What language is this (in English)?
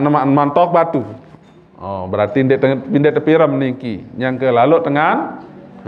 Sasak